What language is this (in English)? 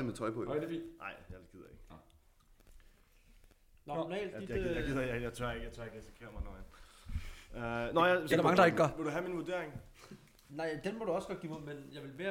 Danish